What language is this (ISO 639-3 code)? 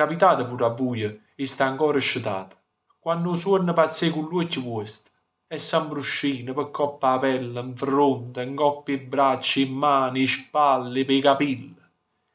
nap